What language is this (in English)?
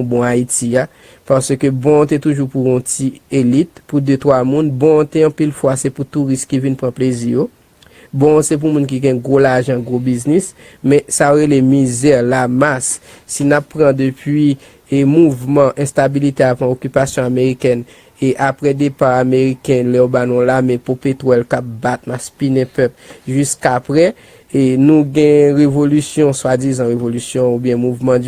Haitian Creole